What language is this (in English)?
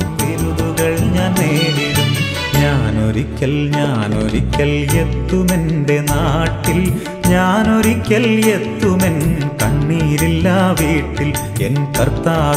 Malayalam